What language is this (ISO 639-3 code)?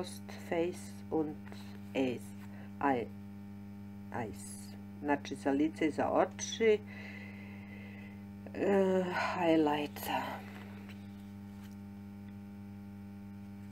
hrv